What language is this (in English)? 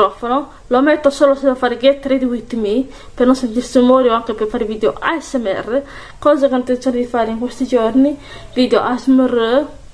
Italian